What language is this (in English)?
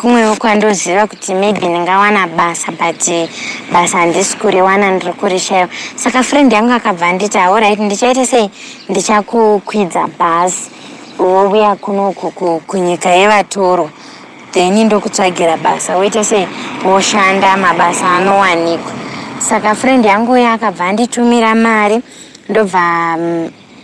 Shona